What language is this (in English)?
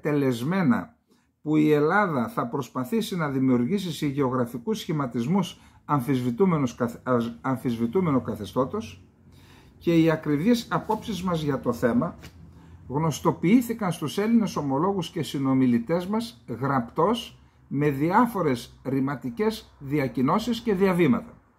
Greek